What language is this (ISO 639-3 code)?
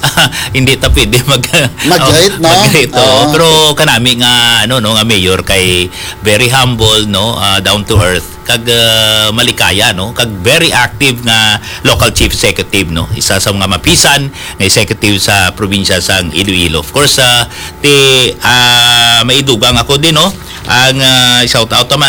hil